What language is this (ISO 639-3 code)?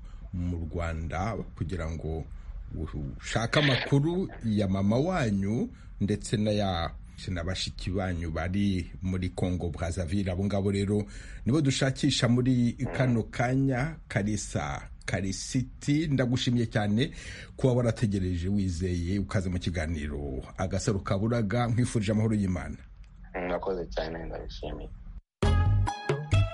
kin